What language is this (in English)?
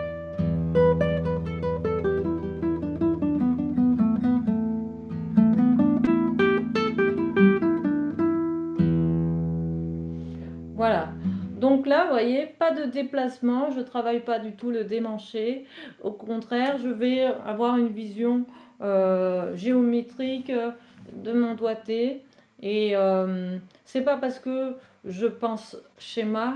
French